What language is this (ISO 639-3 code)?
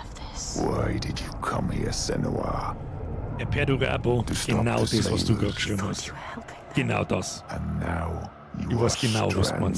bar